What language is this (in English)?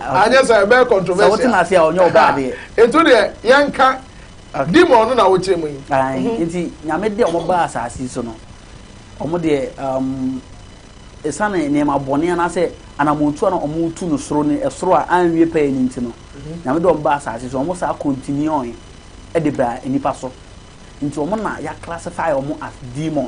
Akan